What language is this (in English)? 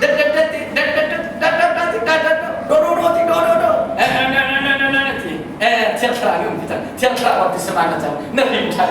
Hakha Chin